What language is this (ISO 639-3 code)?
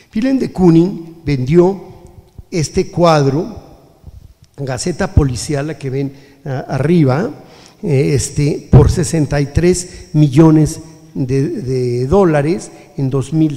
spa